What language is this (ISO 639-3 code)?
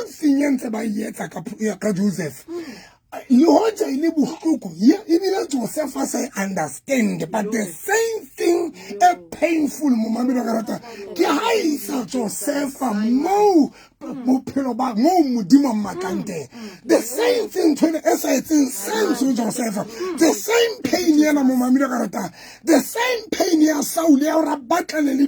sot